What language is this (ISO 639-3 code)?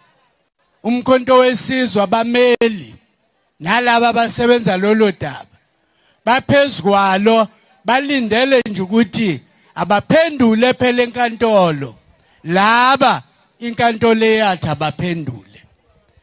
zul